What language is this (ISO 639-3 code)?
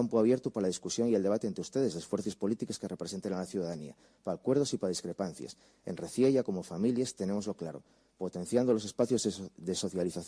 ast